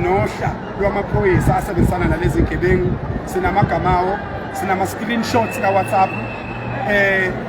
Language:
Zulu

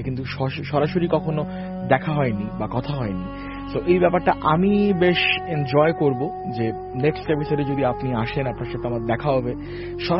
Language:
Bangla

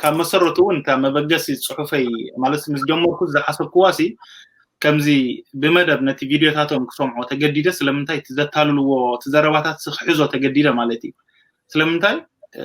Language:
Tigrinya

